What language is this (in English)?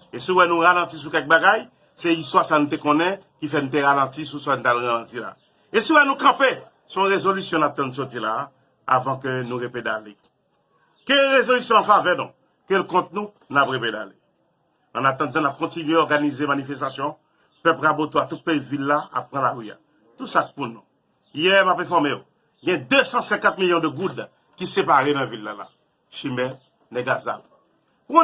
Haitian Creole